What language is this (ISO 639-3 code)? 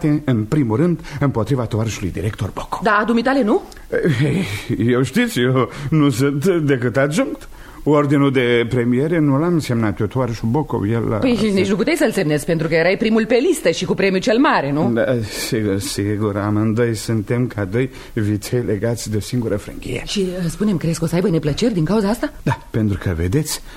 ron